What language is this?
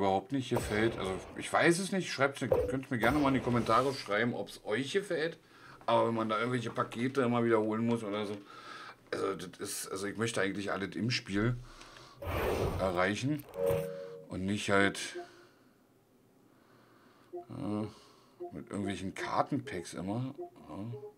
German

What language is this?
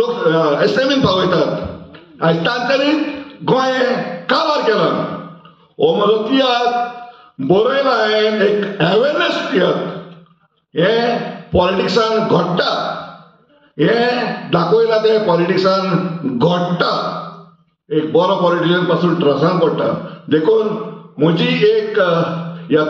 Konkani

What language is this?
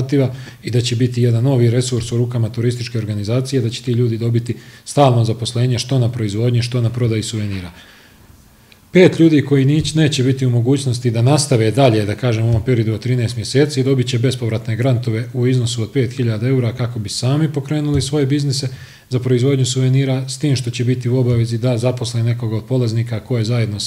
Bosnian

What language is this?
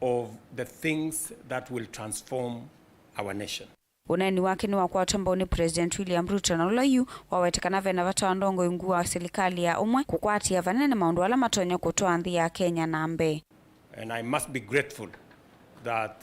Kamba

